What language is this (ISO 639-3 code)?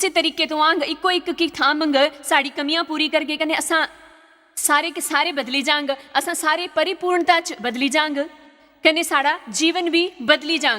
doi